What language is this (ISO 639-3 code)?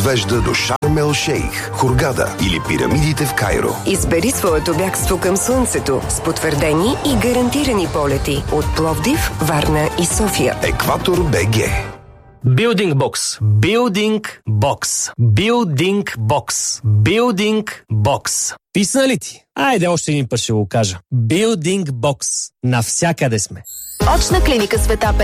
bul